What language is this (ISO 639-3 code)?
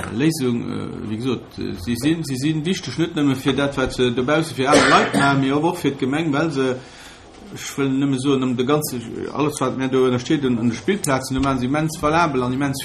ltz